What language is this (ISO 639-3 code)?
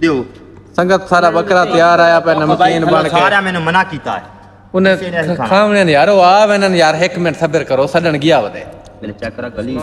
skr